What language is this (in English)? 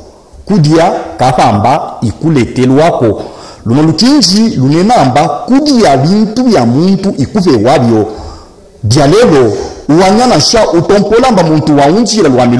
Luba-Katanga